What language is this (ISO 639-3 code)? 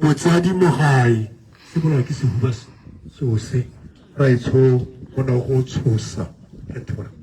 tsn